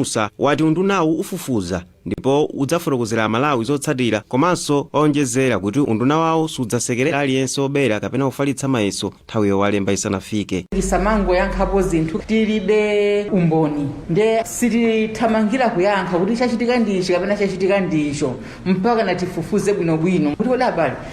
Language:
Nyanja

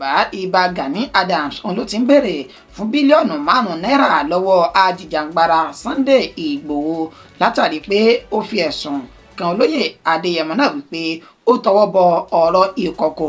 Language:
Yoruba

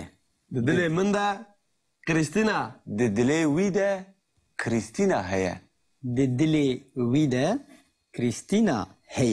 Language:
Kurdish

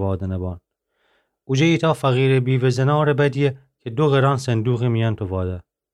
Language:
Gilaki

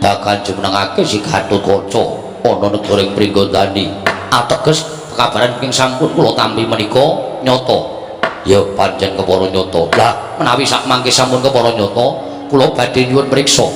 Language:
Javanese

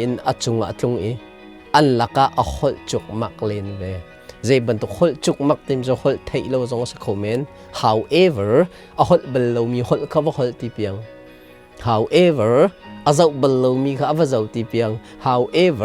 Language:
Hakha Chin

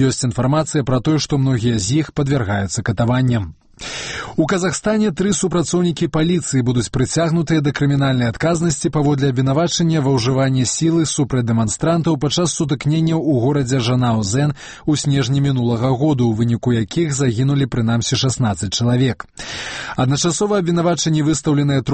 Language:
Belarusian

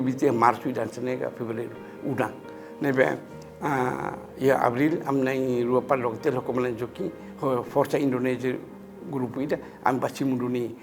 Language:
Tetum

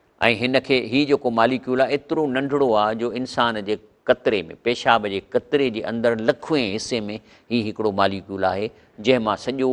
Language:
Sindhi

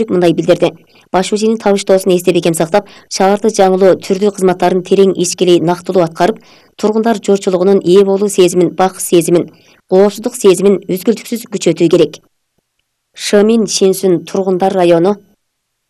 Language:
Kyrgyz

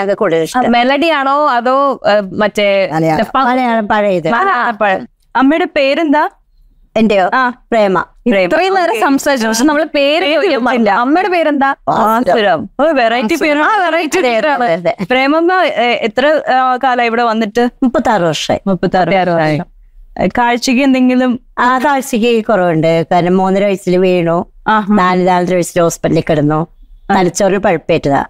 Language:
Malayalam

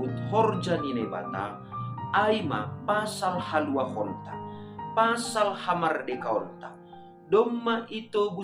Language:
Batak Simalungun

